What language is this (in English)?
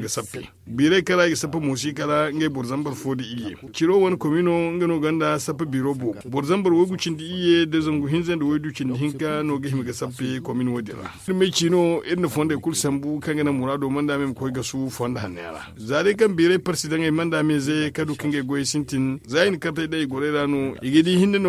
Zarma